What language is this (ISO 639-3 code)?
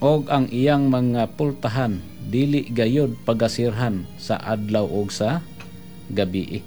ceb